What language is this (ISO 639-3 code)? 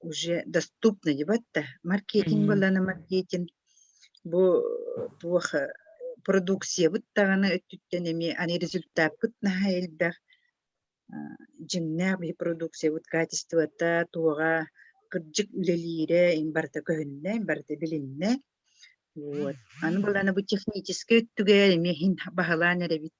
sah